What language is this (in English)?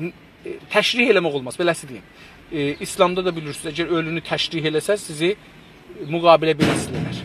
South Azerbaijani